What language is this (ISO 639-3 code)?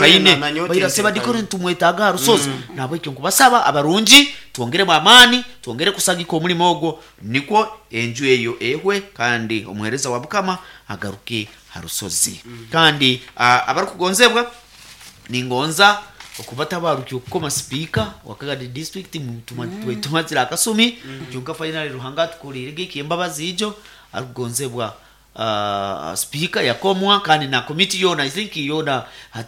nyo